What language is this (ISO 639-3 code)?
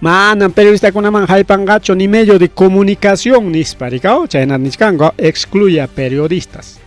quy